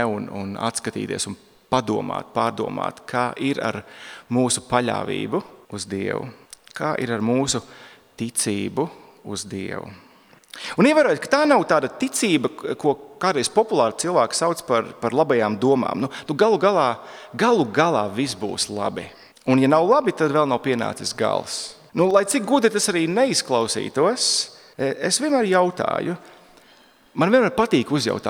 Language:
Latvian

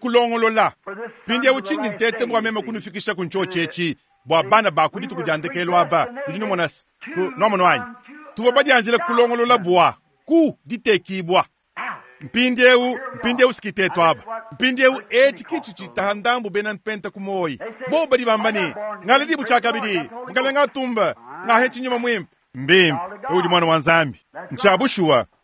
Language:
Luba-Lulua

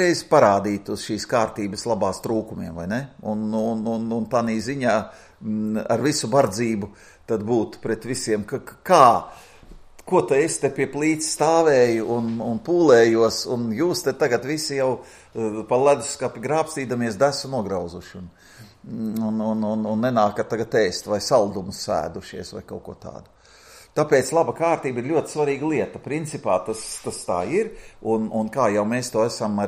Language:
Latvian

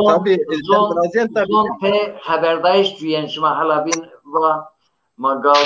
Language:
Zaza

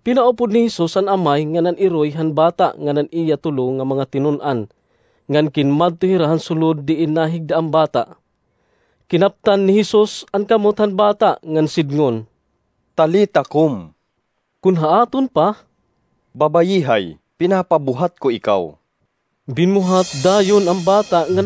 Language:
Waray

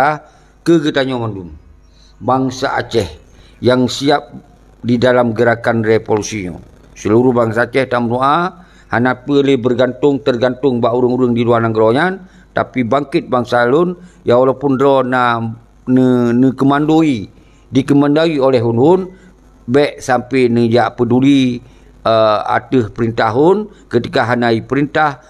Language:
Achinese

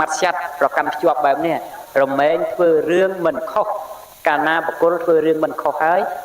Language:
Khmer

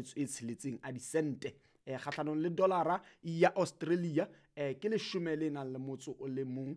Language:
Southern Sotho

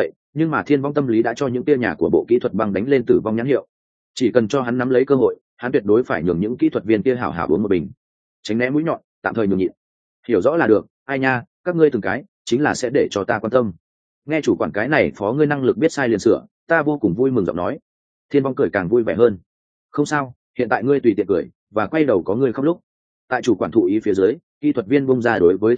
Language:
Vietnamese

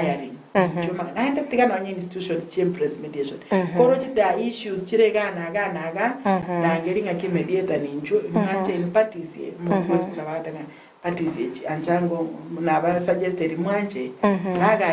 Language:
Gusii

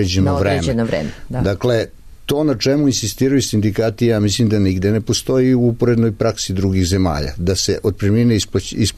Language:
Serbian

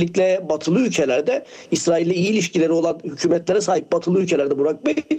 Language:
Turkish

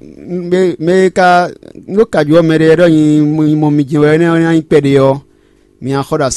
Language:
Fon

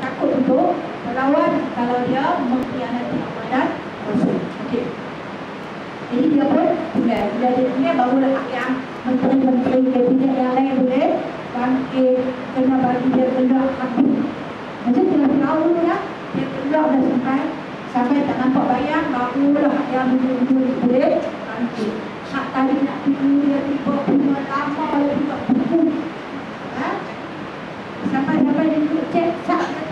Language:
Malay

